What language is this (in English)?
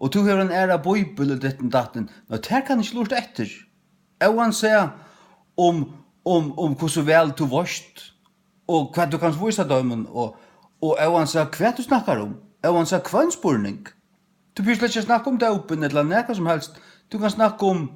Faroese